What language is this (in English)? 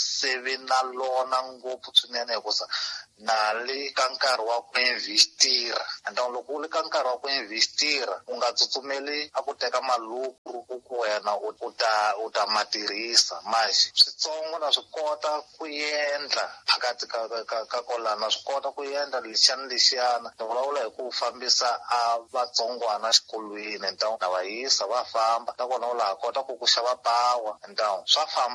Tsonga